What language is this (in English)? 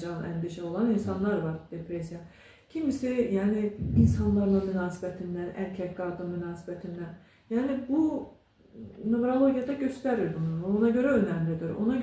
Azerbaijani